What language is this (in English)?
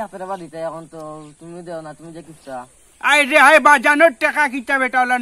Sylheti